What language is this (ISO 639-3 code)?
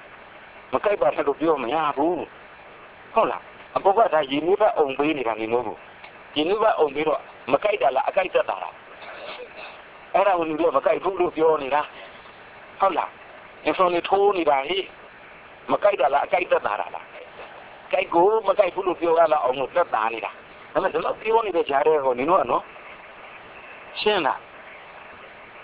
mya